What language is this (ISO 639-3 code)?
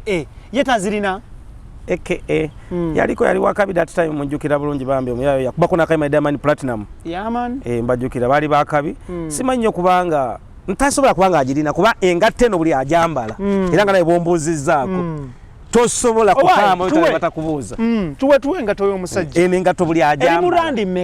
lug